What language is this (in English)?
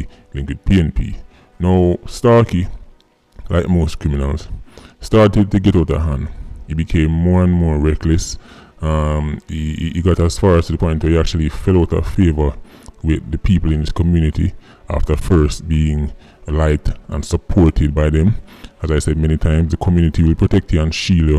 Jamaican Creole English